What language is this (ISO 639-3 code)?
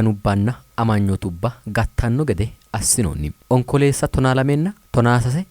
sid